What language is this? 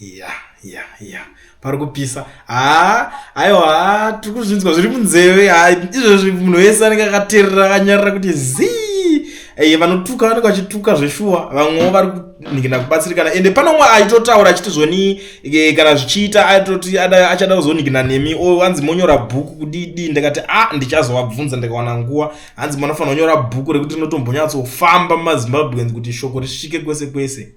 Shona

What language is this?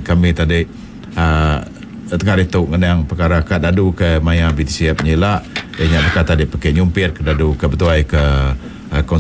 Iban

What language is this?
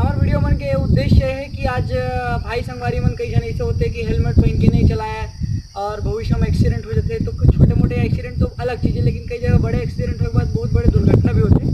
Chhattisgarhi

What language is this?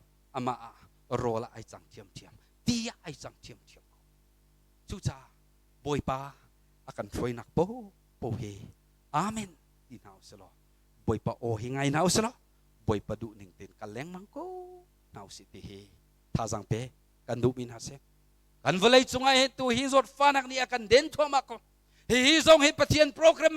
Hakha Chin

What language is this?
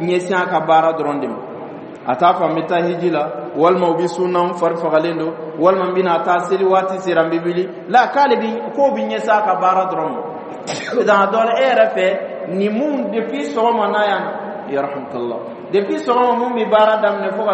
Dyula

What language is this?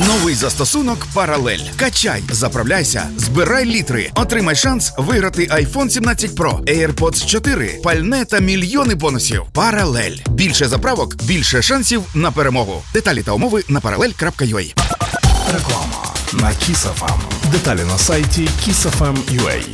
Ukrainian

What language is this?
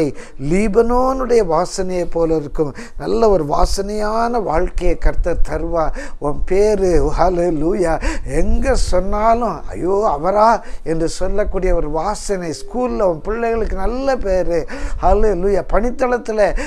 Tamil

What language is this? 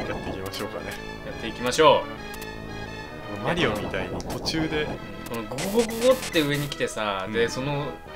Japanese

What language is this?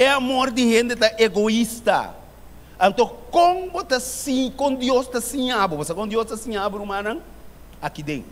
Papiamento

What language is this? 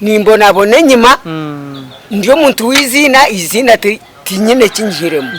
Nyankole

